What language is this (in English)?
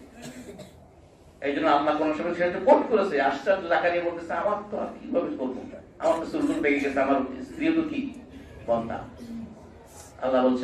Bangla